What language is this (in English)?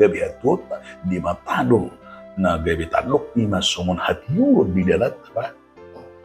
Batak Toba